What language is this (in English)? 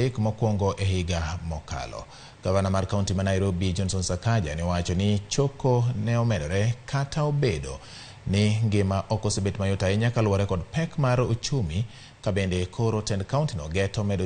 Luo (Kenya and Tanzania)